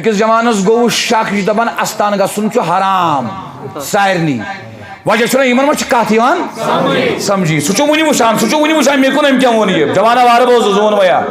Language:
Kashmiri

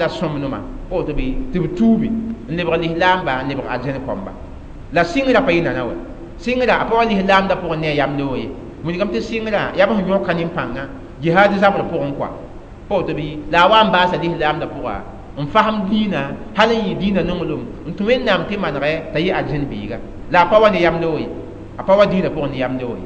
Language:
Mossi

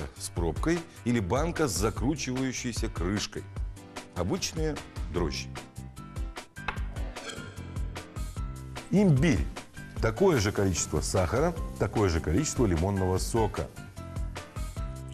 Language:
Russian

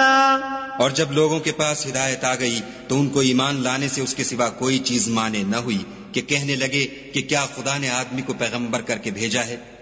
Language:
Urdu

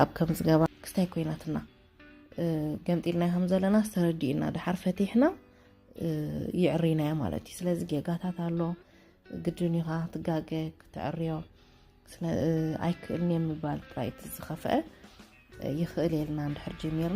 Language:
Tigrinya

